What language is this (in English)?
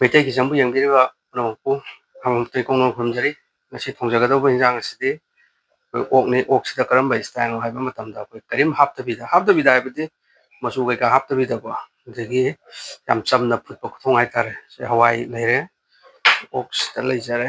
Manipuri